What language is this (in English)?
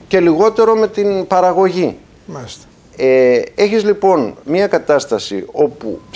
Greek